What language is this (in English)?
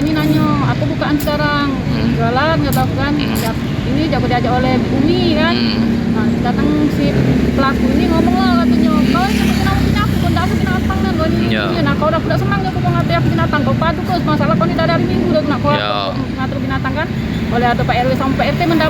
Musi